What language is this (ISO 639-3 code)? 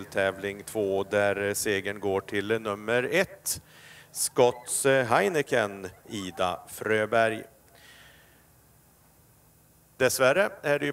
swe